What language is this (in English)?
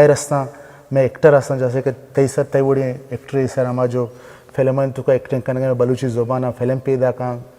Baluchi